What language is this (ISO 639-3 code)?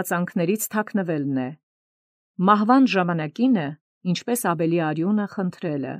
hye